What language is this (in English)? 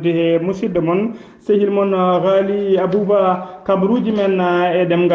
Fula